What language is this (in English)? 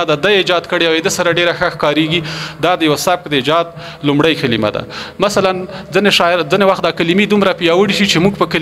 Pashto